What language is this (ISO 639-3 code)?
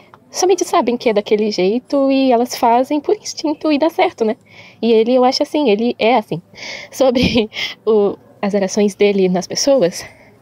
por